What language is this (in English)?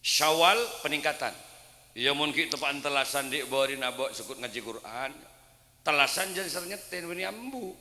Madurese